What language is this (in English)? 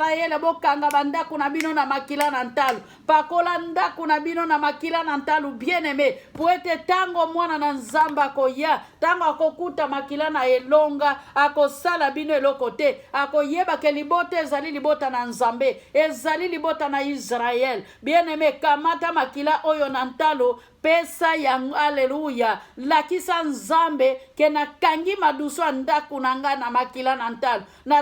Lingala